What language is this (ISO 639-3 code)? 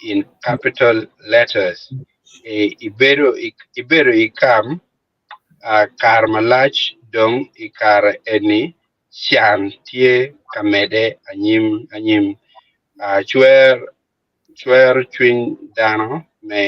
ach